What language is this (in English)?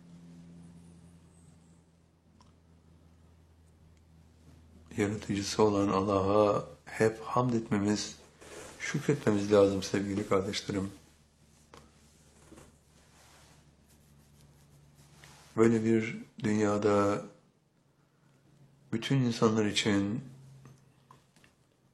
Turkish